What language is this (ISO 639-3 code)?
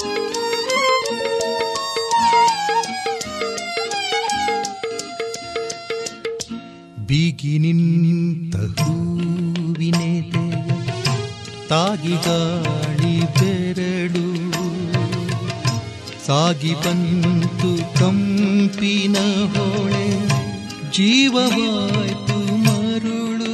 kan